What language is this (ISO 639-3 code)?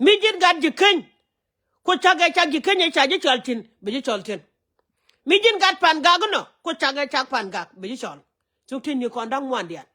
nus